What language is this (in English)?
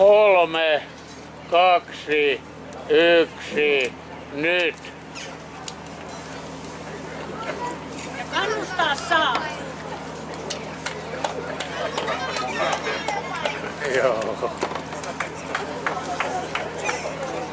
Finnish